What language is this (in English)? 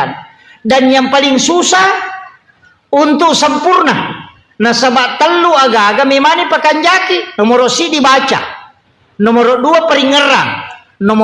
Buginese